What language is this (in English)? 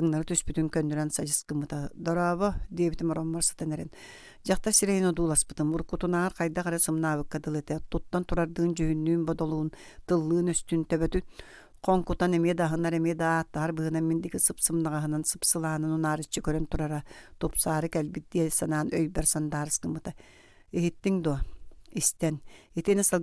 Yakut